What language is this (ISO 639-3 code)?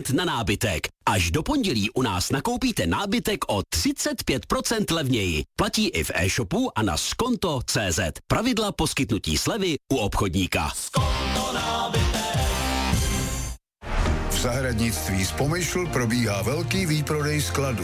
ces